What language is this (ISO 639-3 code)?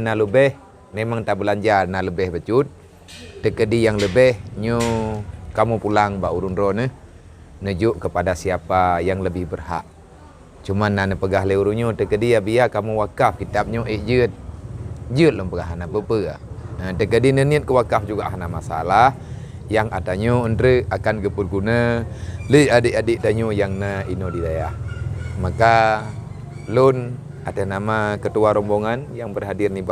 ace